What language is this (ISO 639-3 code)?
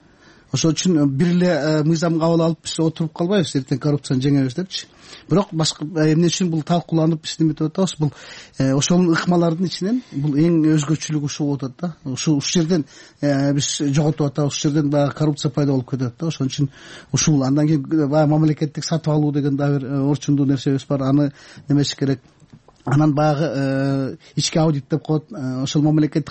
kir